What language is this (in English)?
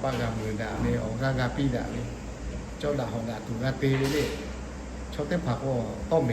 Lahu